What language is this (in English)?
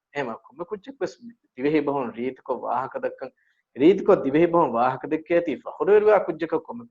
Divehi